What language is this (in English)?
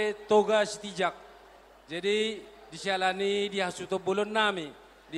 Batak Toba